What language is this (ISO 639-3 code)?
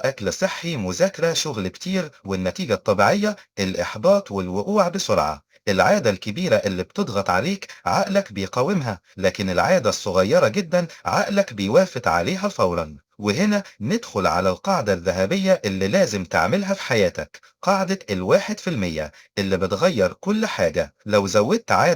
arz